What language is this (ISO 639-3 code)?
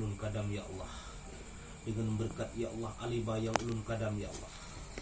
ace